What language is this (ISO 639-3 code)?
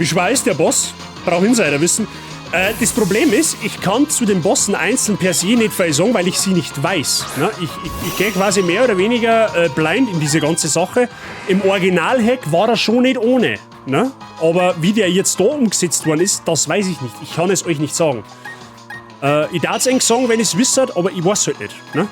bar